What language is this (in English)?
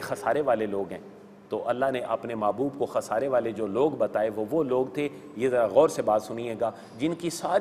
Urdu